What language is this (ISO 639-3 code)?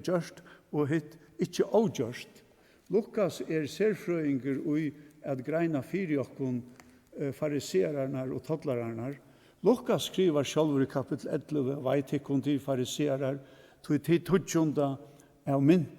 fao